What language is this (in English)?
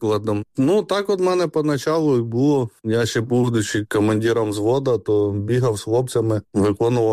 Ukrainian